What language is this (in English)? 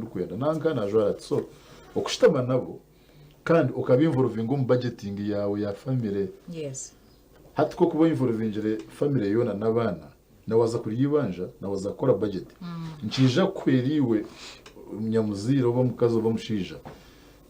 Nyankole